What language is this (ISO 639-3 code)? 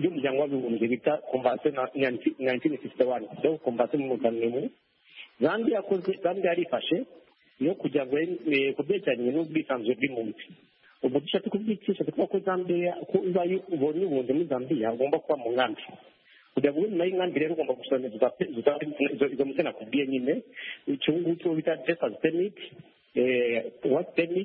kin